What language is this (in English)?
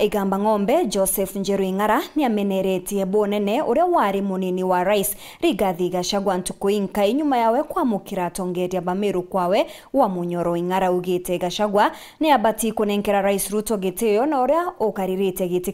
Meru